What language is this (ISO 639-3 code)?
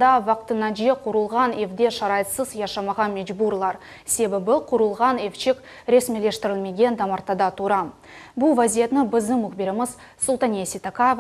crh